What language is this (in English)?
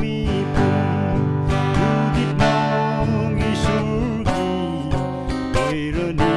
Poumei Naga